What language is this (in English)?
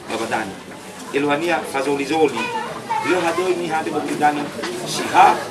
Nias